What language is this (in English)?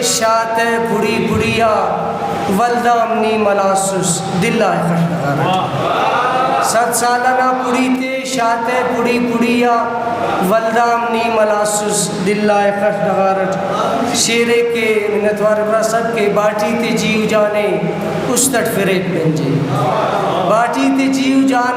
Brahui